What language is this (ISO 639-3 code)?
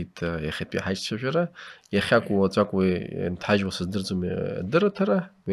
abk